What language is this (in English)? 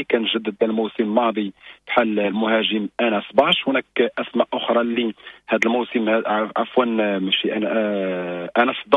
Moroccan Arabic